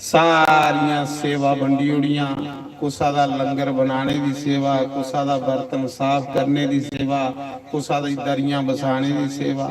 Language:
Dogri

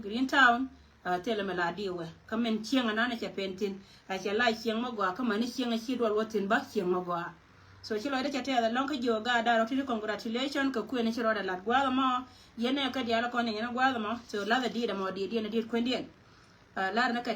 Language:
Nuer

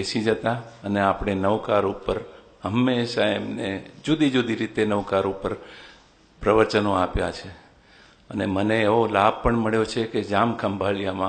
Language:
Gujarati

